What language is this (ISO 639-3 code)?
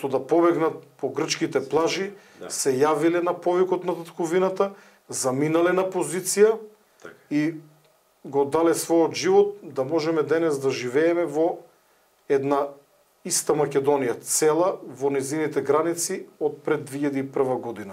mkd